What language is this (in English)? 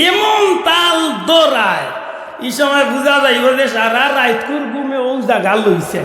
Sylheti